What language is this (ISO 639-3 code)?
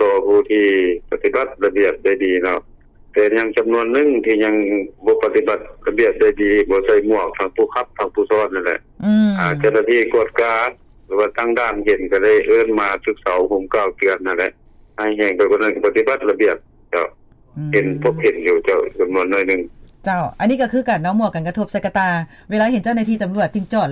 lao